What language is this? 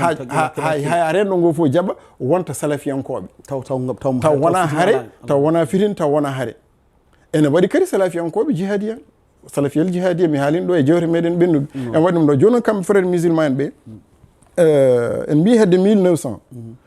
Fula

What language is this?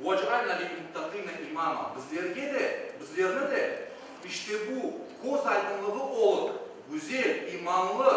Crimean Tatar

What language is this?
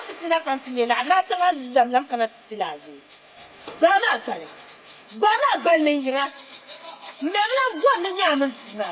Dagbani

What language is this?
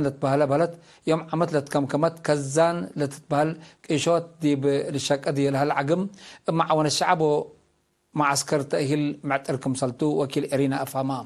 Tigre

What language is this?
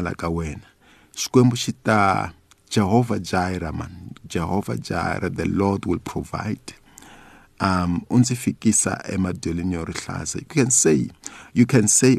Tsonga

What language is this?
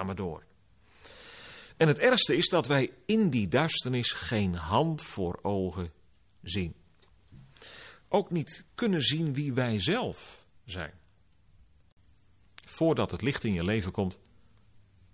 Dutch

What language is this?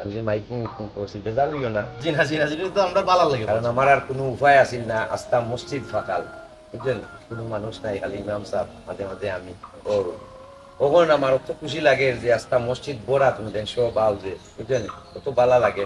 Sylheti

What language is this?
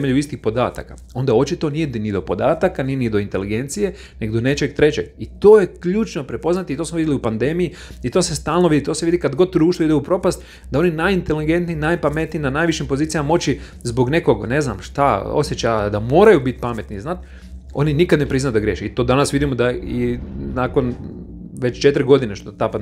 Croatian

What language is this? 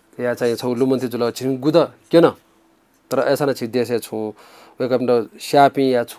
Newari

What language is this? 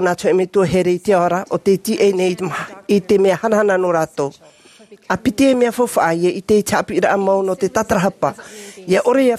Tahitian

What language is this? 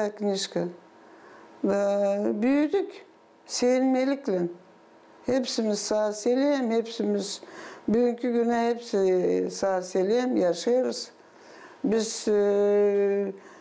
Gagauz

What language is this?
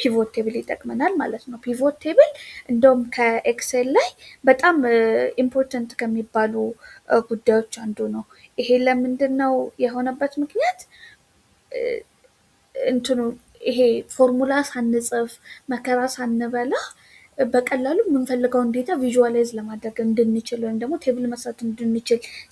Amharic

